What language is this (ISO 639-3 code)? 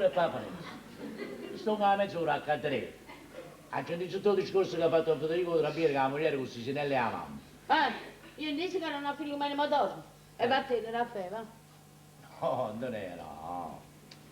nap